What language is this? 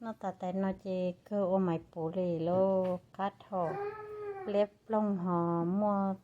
Hmong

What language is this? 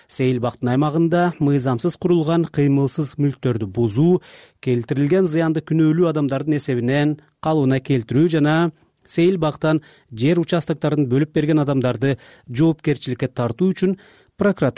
Kyrgyz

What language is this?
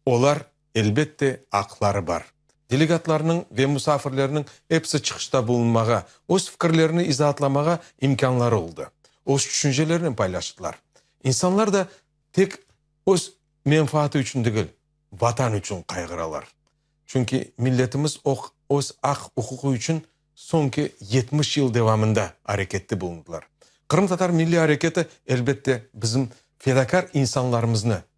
Crimean Tatar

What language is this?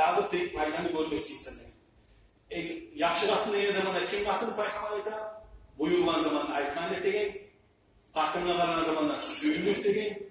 Kumyk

